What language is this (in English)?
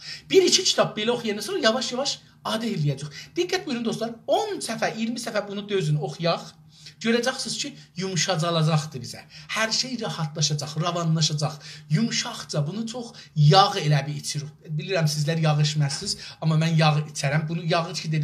South Azerbaijani